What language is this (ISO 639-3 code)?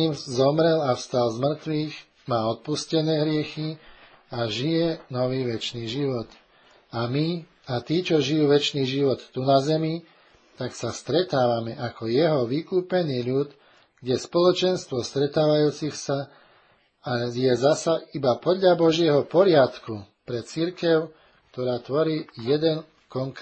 slk